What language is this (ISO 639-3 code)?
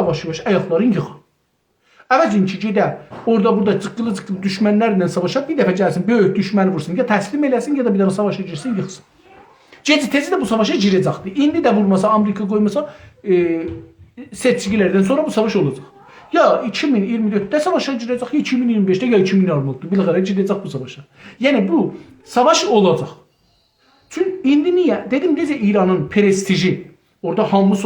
azb